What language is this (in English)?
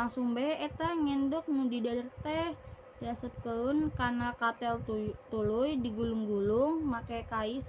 Sundanese